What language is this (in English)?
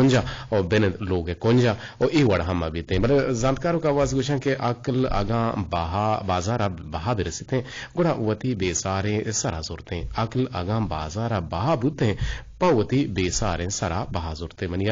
Eastern Balochi